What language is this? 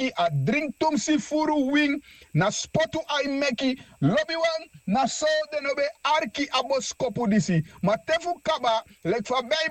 Sranan Tongo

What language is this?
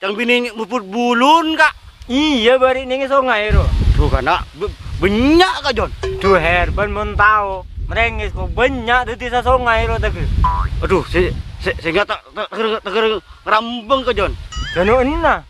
Madurese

